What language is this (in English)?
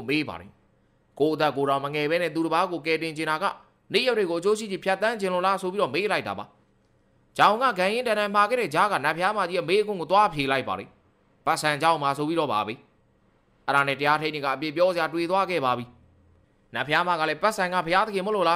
Burmese